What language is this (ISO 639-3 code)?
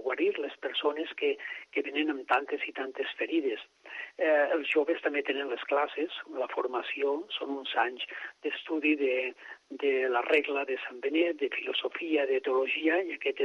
cat